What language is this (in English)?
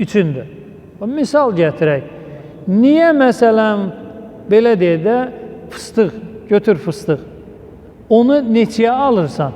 Azerbaijani